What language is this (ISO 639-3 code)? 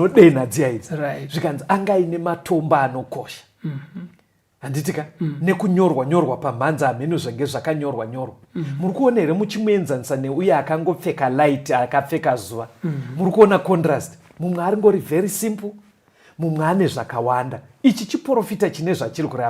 sna